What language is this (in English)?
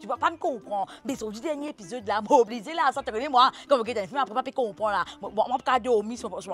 Morisyen